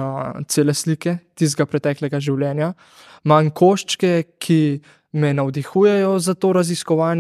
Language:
Slovenian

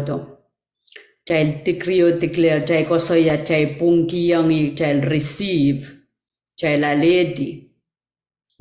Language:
Pohnpeian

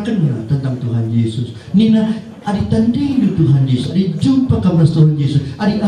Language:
Batak Karo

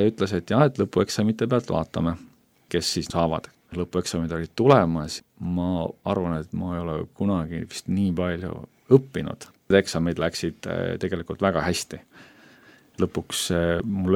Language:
Estonian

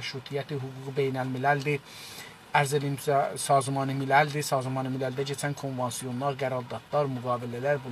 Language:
South Azerbaijani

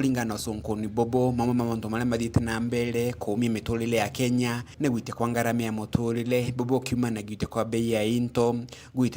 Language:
Meru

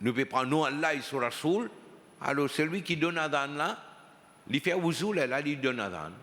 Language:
Morisyen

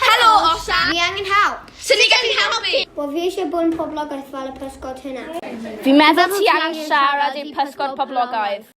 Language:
Welsh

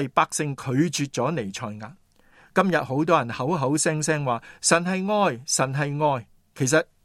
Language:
Cantonese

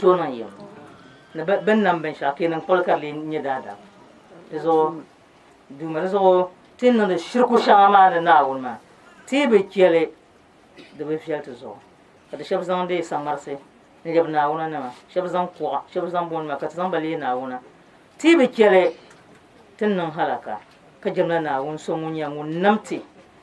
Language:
Dagbani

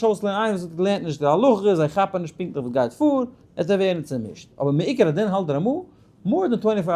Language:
Yiddish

